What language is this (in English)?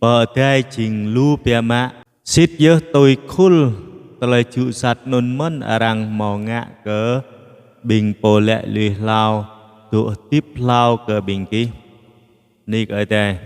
Jarai